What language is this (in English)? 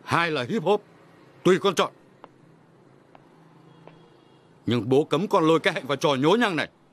Vietnamese